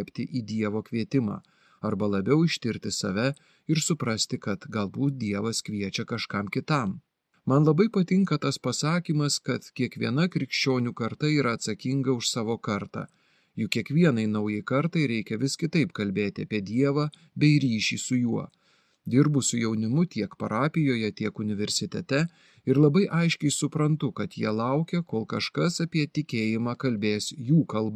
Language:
Lithuanian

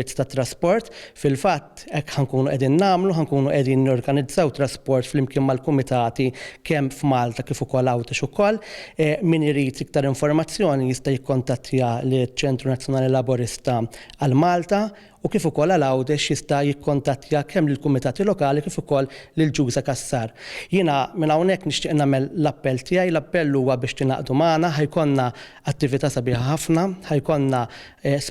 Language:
Maltese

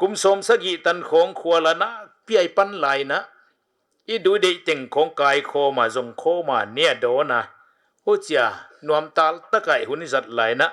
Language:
Paite Chin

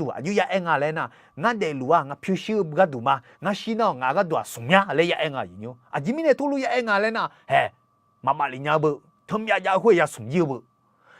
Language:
Akha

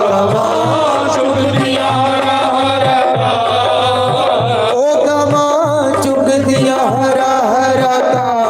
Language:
Dogri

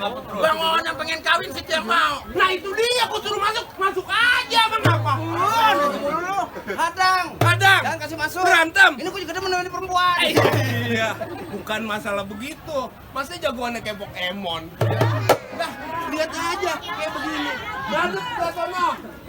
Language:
Betawi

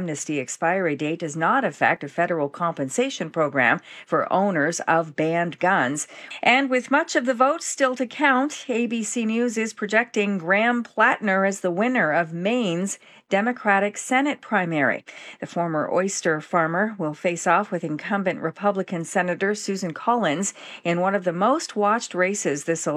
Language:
English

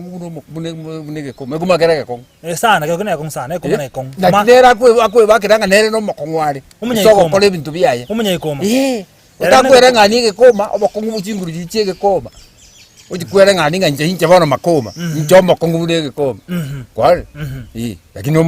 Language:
Gusii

